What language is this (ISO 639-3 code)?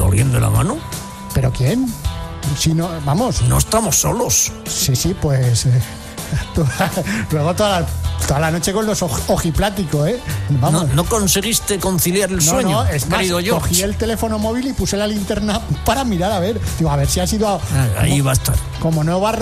spa